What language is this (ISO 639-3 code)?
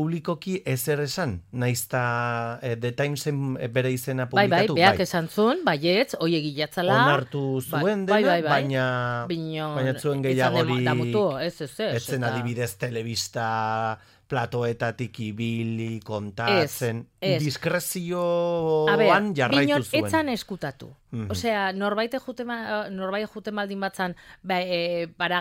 eus